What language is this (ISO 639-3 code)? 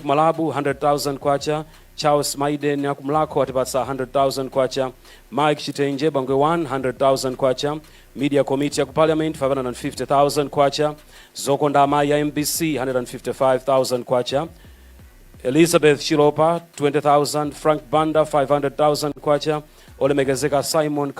nya